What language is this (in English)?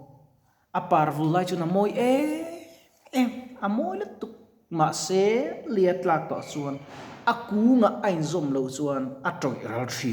Mizo